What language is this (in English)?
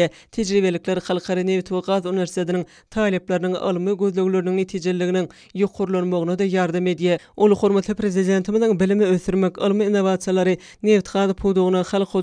Turkmen